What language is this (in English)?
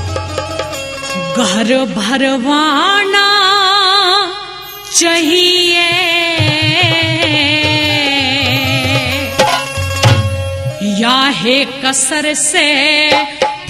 Haryanvi